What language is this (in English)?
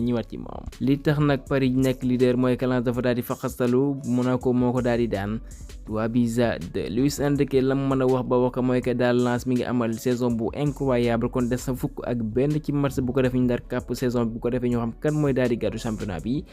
Wolof